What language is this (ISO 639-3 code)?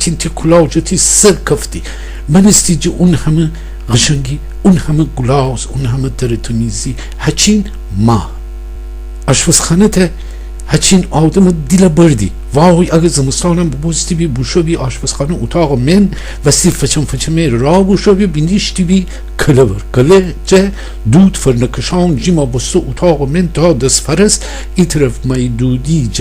glk